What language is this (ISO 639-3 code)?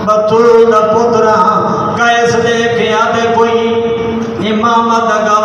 skr